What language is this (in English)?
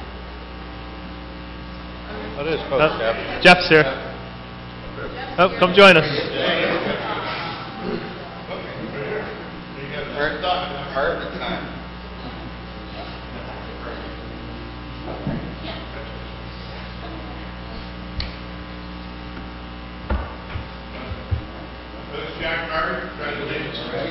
English